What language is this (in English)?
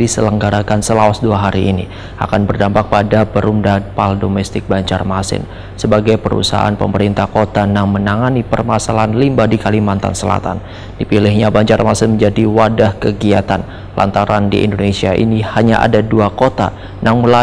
Banjar